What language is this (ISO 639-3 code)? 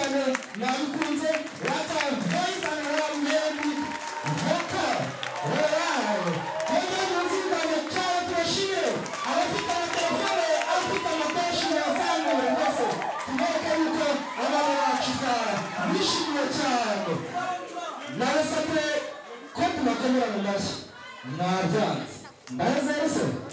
kin